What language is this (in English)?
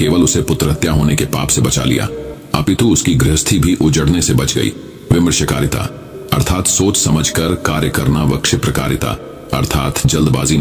Hindi